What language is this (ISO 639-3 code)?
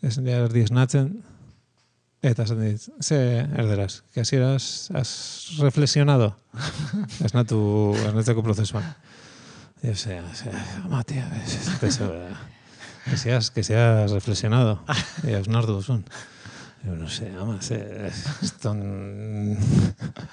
eus